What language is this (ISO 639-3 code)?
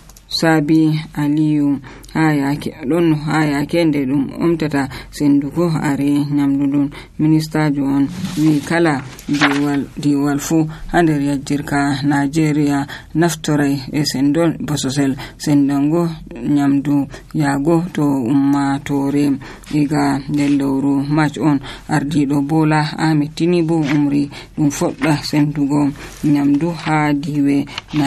fuv